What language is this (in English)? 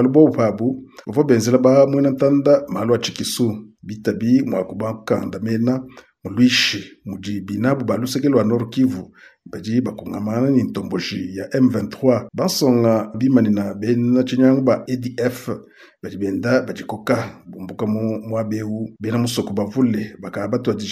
Luba-Lulua